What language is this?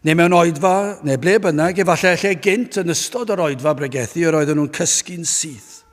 Welsh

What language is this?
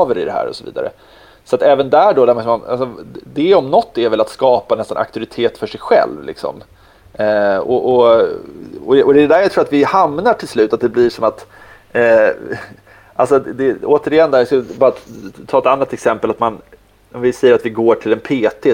Swedish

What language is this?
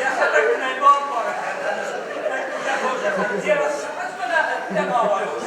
Ossetic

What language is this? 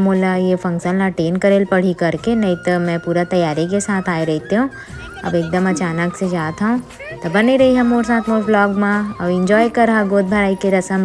Chhattisgarhi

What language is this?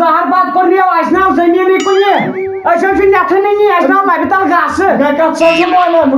Kashmiri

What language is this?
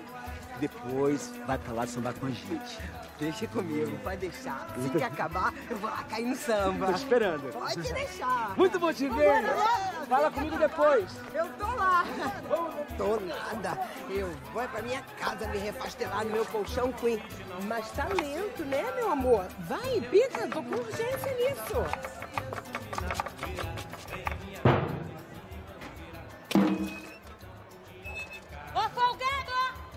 Portuguese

